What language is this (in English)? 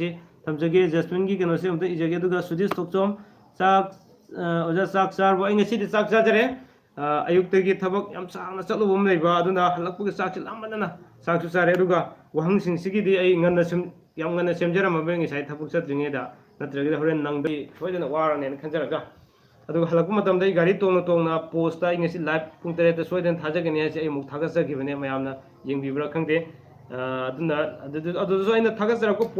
Manipuri